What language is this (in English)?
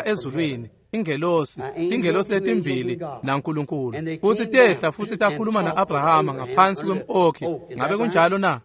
Swati